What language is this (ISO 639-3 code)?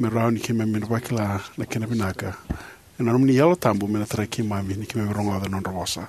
fij